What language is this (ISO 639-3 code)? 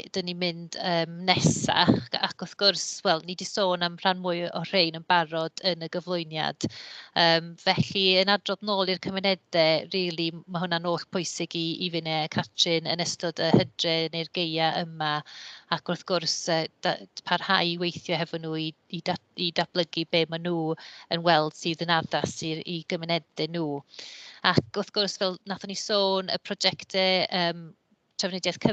cym